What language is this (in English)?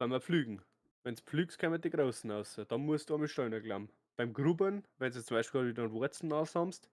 Bavarian